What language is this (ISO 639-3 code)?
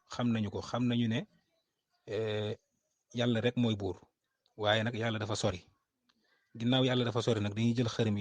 wol